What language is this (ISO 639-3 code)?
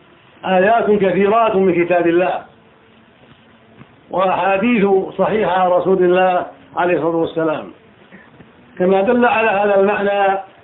ara